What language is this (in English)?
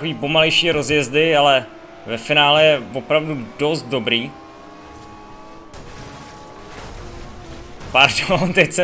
Czech